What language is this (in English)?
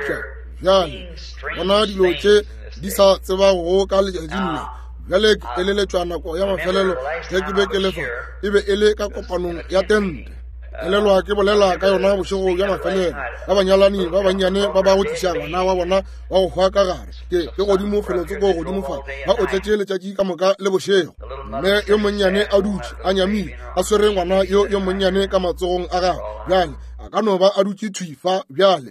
Northern Sotho